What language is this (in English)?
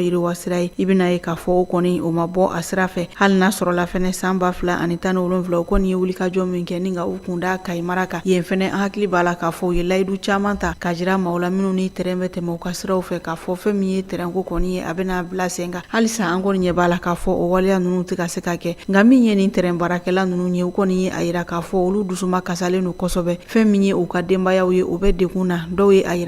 Bambara